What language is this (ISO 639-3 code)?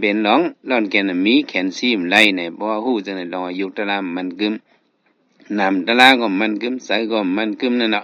shn